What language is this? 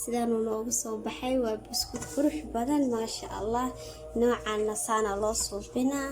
Somali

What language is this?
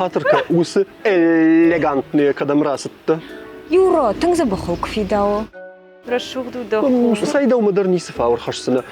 Ossetic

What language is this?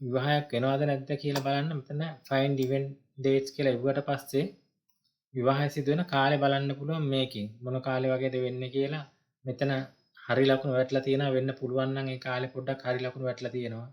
Sinhala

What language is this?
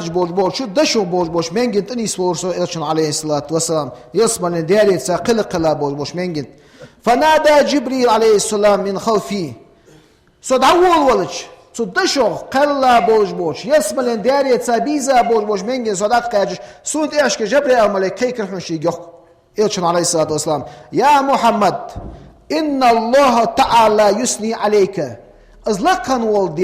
Ingush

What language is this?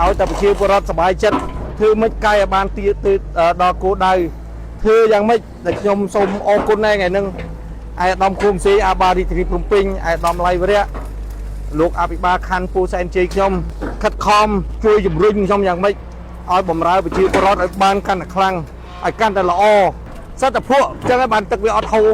Khmer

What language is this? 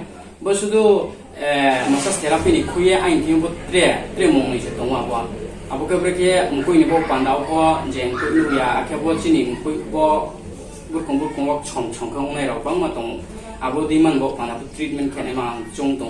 Riang (India)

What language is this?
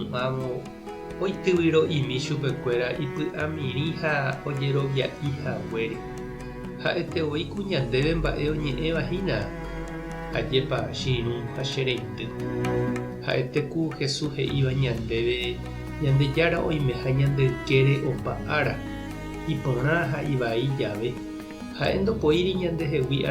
Guarani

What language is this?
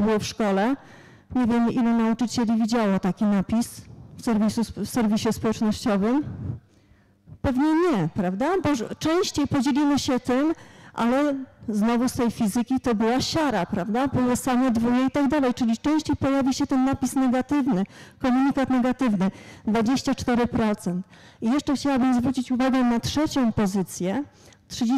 Polish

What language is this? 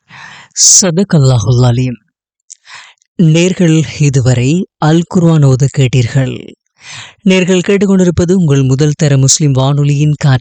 Tamil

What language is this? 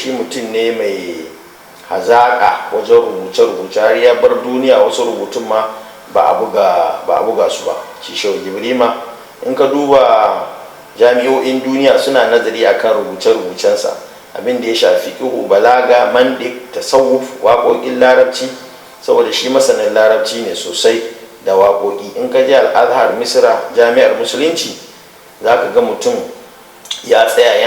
Hausa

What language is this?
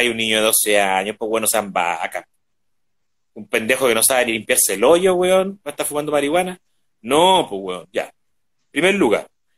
Spanish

